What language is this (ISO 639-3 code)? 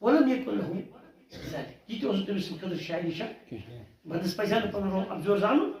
kas